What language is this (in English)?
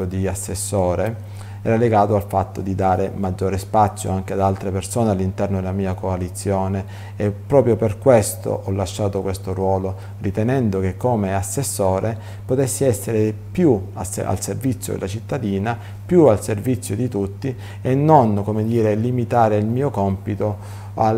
Italian